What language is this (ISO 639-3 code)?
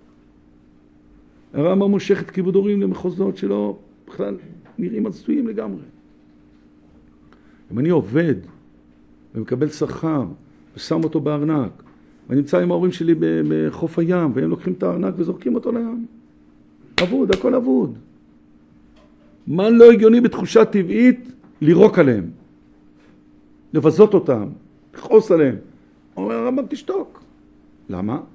heb